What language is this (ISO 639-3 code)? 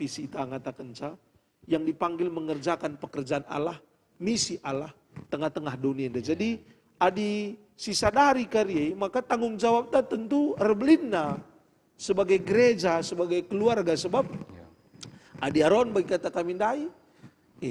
btx